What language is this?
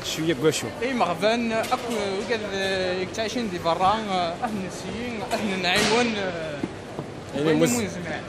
Kabyle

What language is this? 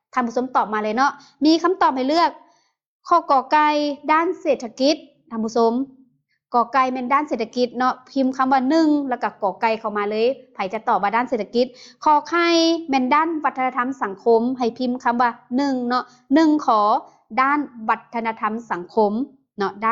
Lao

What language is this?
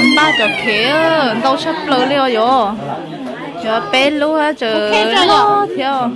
Hmong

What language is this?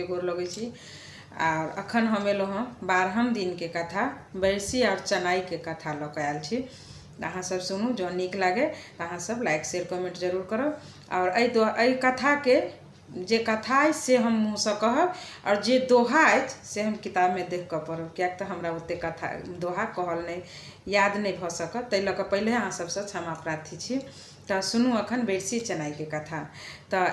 Maithili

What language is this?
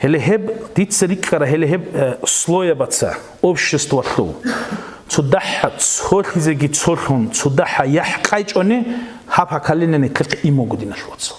Avaric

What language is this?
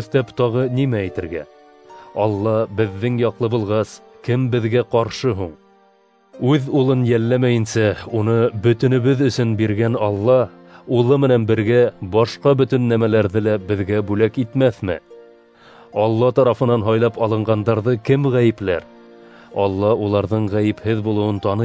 Bashkir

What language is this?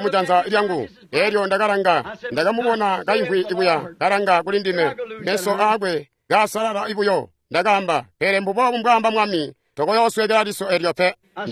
Tonga (Zambia)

